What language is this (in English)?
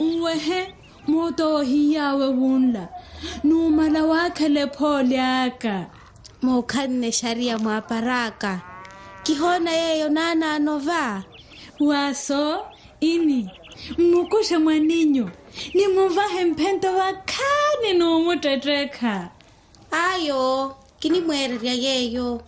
Makhuwa